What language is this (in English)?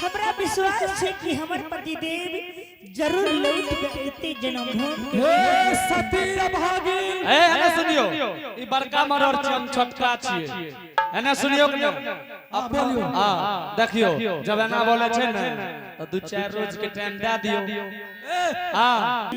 Angika